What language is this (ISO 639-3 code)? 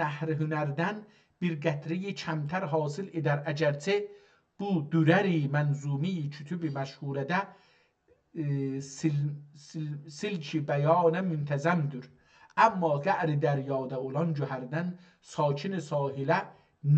azb